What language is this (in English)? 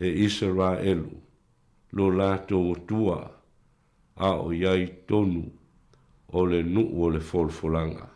Samoan